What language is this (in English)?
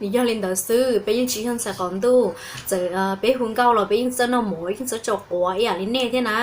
Hmong